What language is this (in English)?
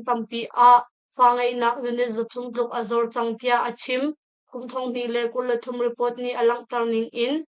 Hakha Chin